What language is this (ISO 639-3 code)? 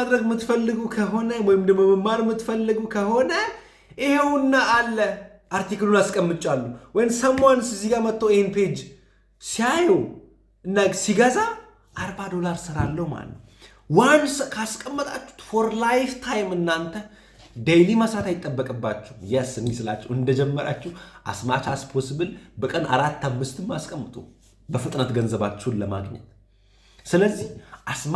amh